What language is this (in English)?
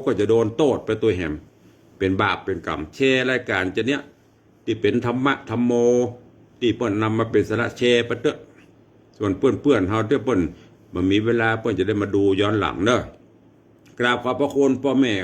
Northern Thai